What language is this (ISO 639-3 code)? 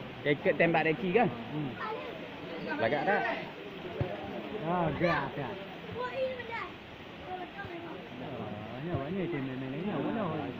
msa